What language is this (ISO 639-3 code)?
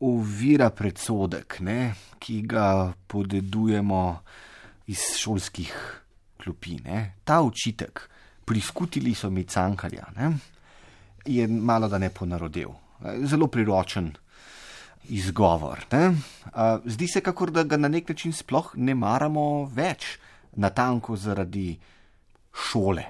slv